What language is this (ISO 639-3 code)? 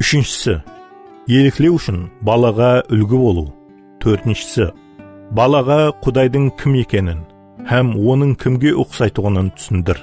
kaa